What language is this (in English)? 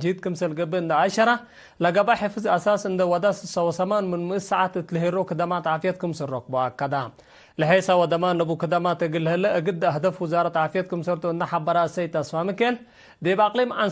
Tigre